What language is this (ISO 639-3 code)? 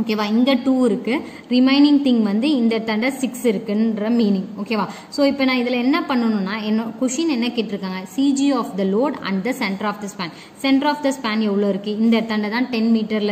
tam